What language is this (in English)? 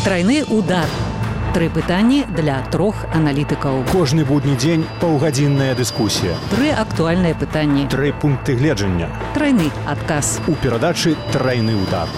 Belarusian